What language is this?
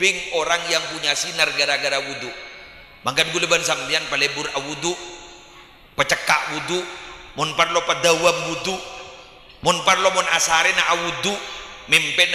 Madurese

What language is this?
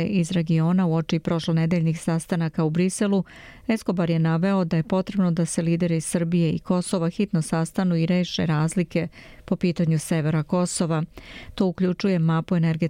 Serbian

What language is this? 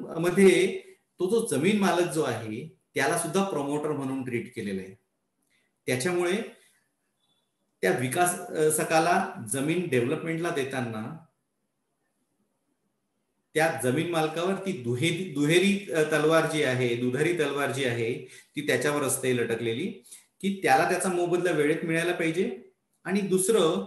Marathi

